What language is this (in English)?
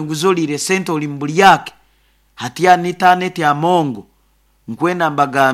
Nyoro